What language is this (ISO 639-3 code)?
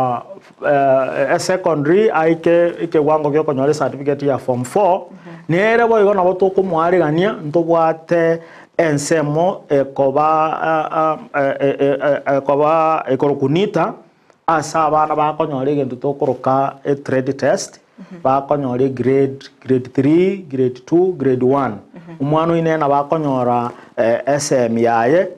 guz